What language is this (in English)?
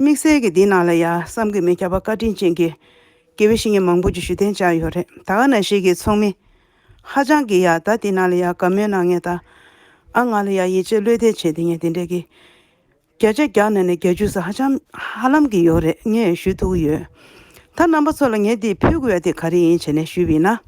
Tibetan